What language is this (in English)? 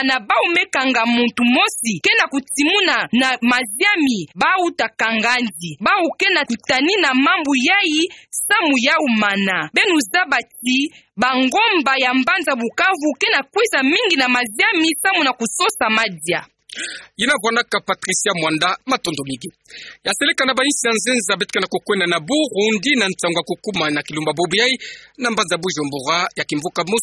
Kituba (Democratic Republic of Congo)